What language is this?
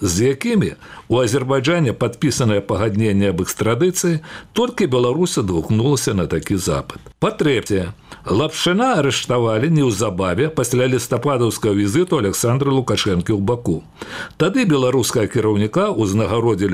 Belarusian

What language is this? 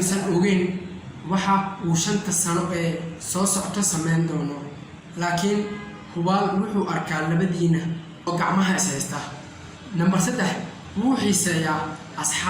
Somali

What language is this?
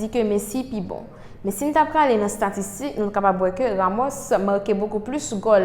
Haitian Creole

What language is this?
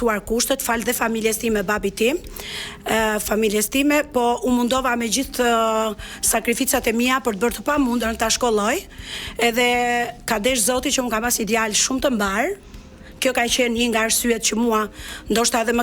Albanian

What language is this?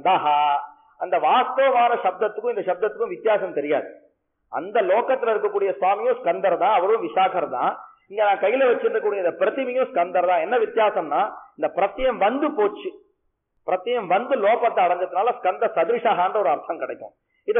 Tamil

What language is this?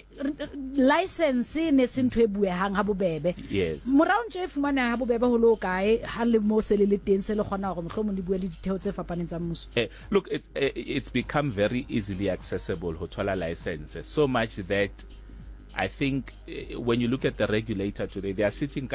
Southern Sotho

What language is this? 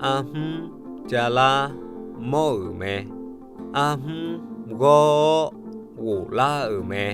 Akha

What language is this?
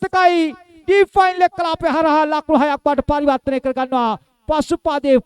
Sinhala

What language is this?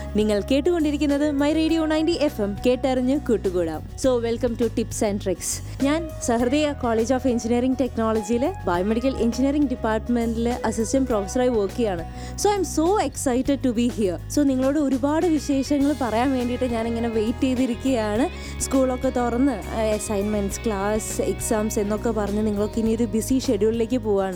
Malayalam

